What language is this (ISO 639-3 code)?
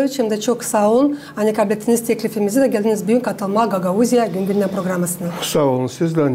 gag